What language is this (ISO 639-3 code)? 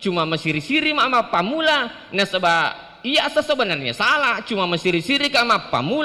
bug